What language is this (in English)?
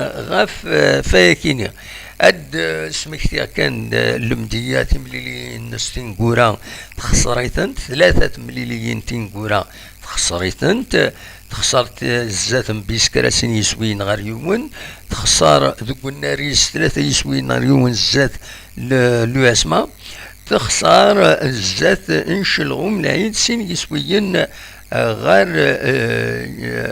Kabyle